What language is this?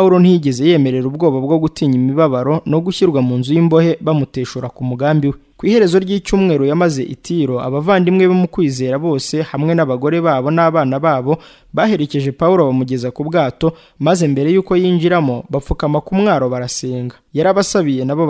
Kinyarwanda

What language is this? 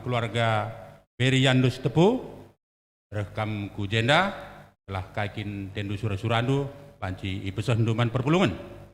Batak Karo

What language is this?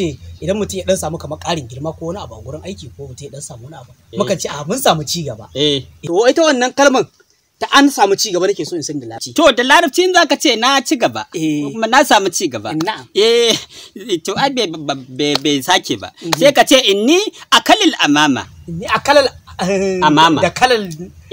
Hausa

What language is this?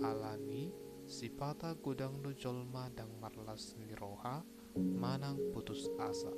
Batak Toba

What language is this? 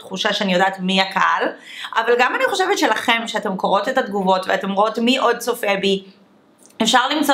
Hebrew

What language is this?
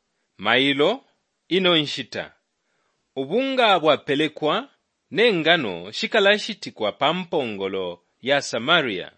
Bemba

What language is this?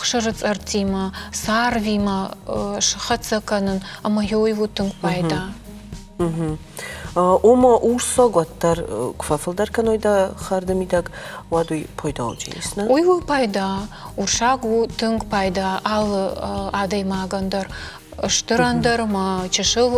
Ossetic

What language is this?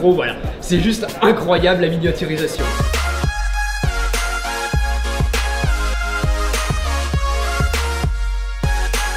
French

